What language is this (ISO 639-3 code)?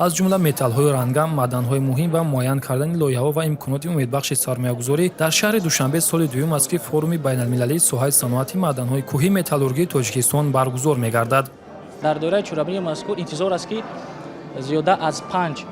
tgk